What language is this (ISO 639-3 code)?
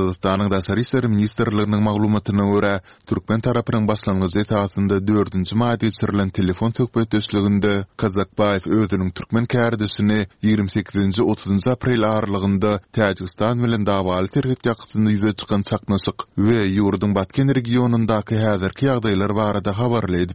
tuk